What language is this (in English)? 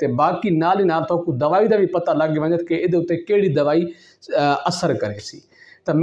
Saraiki